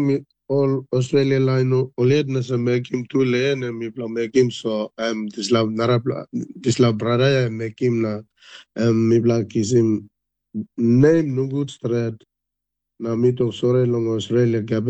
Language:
Tok Pisin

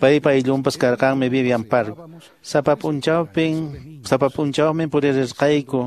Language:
Quechua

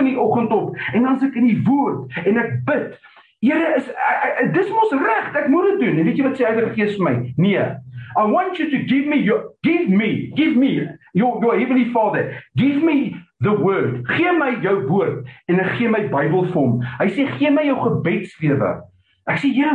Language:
Afrikaans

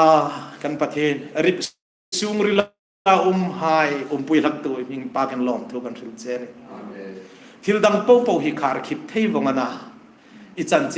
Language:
Hmar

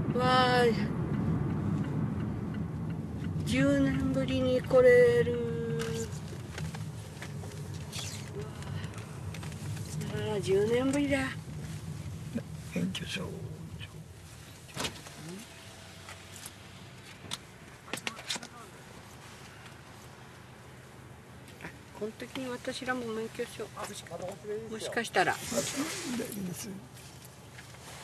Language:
Japanese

